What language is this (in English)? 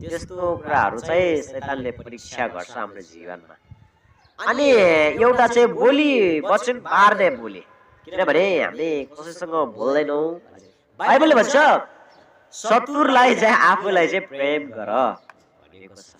Nepali